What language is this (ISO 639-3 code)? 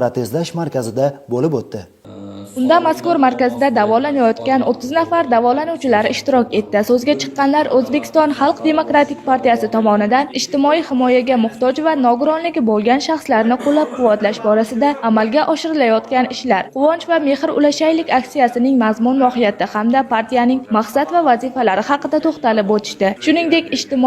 uzb